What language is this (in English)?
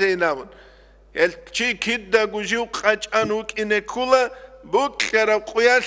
Avaric